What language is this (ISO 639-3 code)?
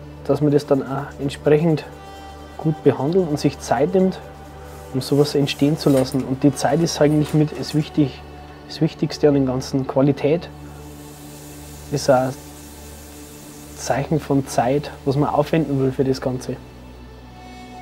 deu